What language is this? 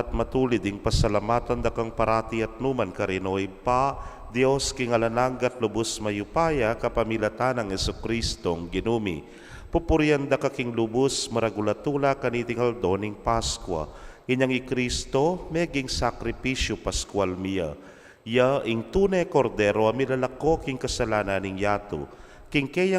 Pampanga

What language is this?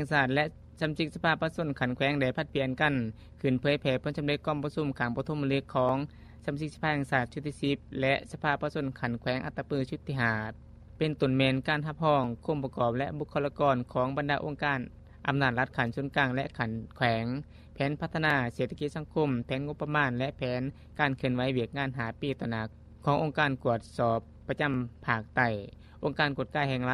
Lao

